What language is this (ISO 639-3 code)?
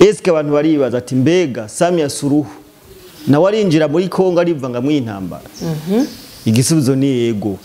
run